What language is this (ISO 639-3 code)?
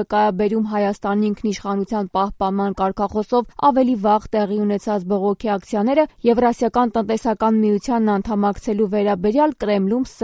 hye